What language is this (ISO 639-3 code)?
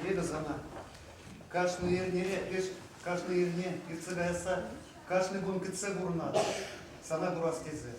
chv